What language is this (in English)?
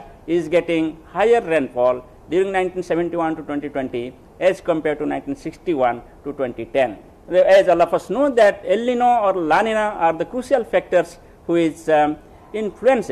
Konkani